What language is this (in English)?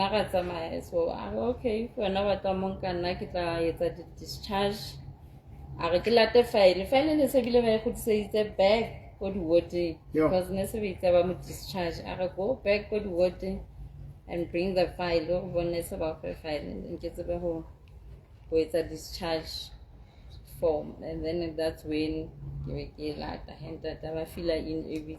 Southern Sotho